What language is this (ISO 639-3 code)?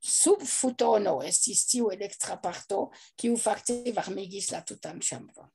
epo